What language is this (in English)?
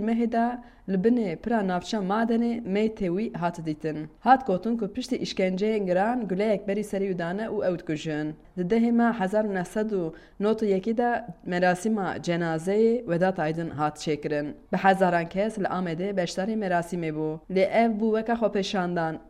Kurdish